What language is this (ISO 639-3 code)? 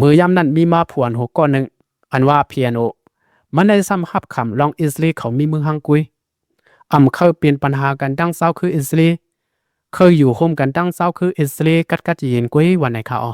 lao